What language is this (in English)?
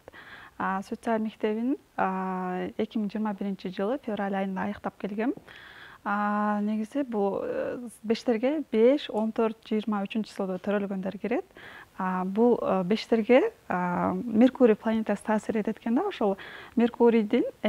Kyrgyz